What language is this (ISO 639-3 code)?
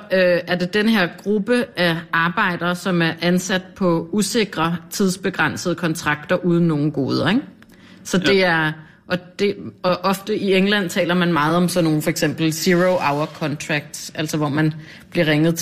dan